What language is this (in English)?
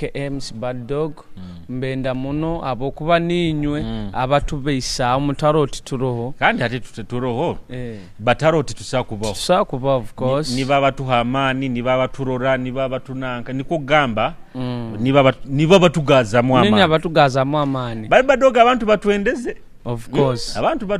Nyoro